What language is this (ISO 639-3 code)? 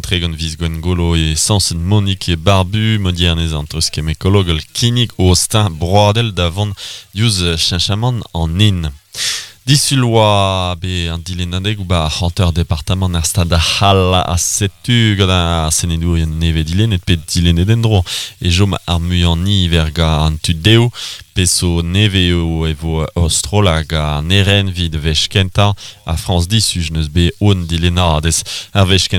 bre